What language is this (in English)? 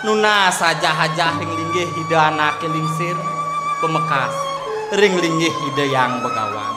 Balinese